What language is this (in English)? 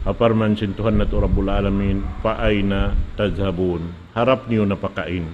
Tausug